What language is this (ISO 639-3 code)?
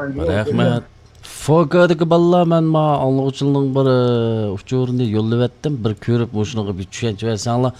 uig